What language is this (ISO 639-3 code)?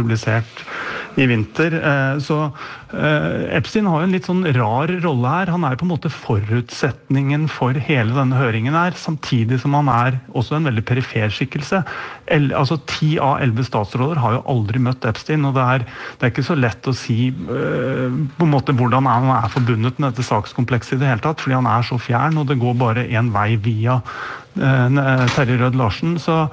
nor